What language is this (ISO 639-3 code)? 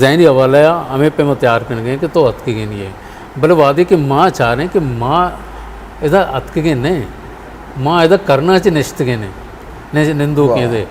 bgp